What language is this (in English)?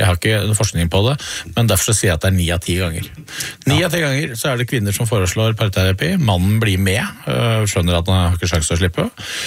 Norwegian